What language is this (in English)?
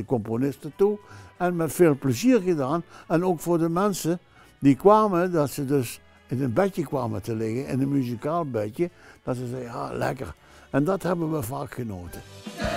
Limburgish